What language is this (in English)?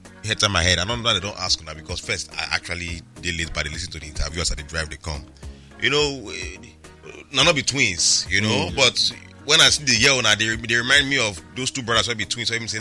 Nigerian Pidgin